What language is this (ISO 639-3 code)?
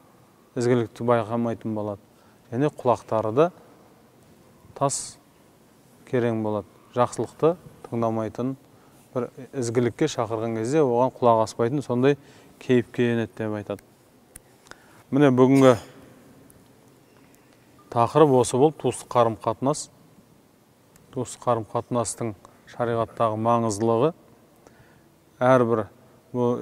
kaz